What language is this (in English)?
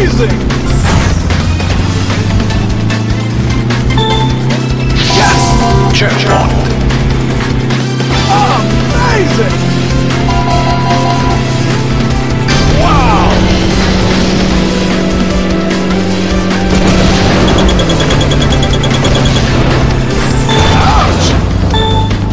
English